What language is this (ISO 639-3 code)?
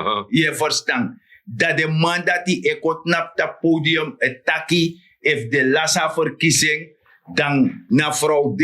srn